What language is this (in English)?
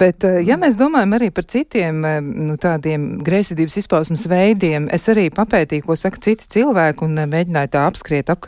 Latvian